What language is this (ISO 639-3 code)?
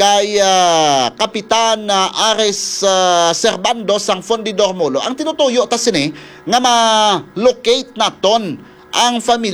hil